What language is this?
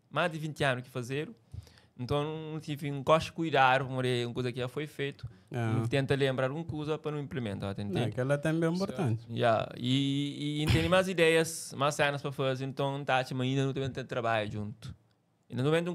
Kabuverdianu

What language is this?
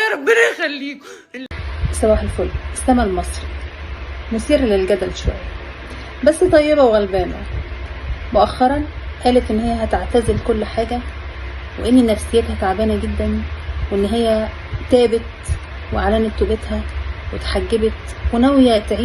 Egyptian Arabic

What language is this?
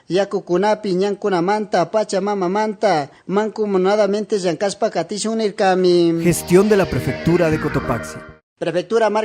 Chimborazo Highland Quichua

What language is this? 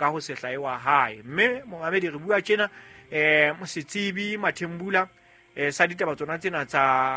Southern Sotho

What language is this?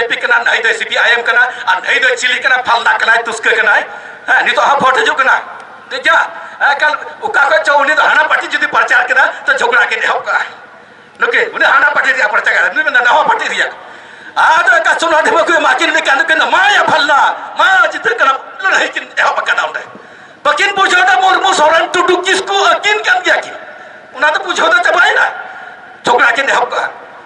Santali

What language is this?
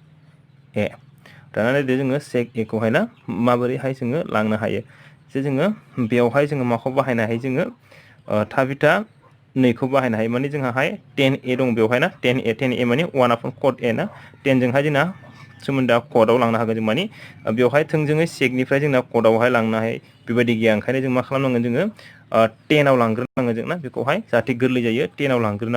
Bodo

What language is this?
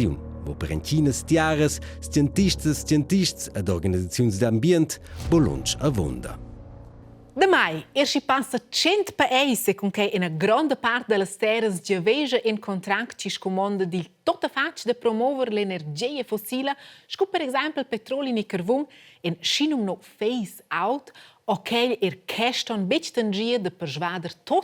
Romansh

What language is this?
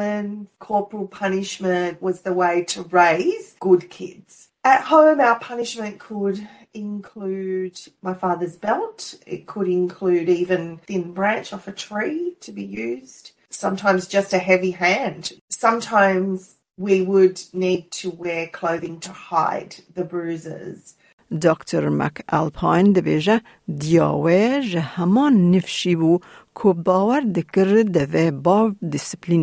Kurdish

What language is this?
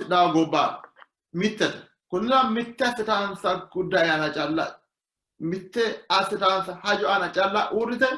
Sidamo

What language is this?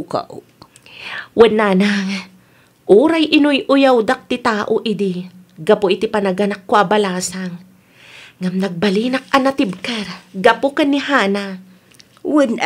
Iloko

